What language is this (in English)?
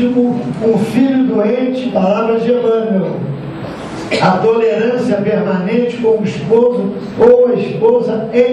Portuguese